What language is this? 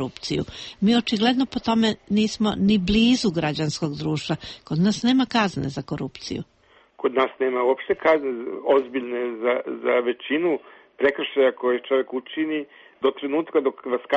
Serbian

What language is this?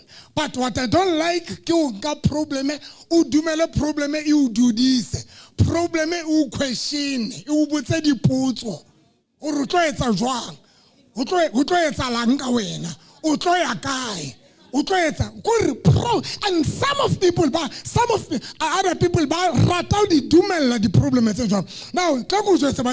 Southern Sotho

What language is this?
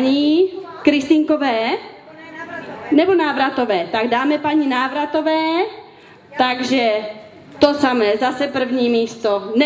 Czech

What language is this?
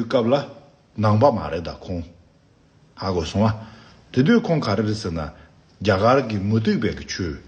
Tibetan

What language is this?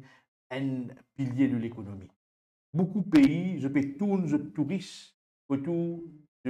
Morisyen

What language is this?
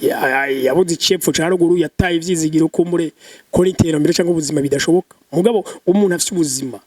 Rundi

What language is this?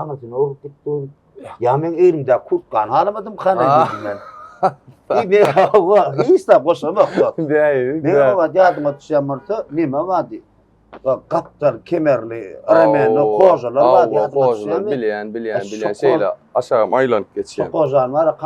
Turkmen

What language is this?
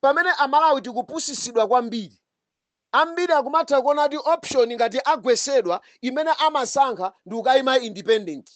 Nyanja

